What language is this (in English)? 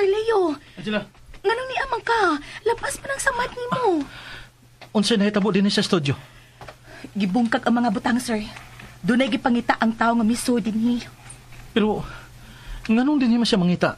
Cebuano